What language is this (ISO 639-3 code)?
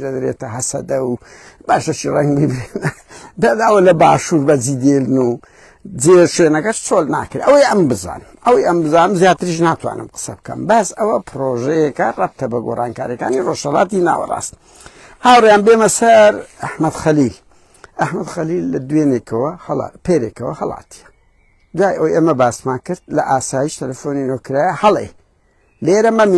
ckb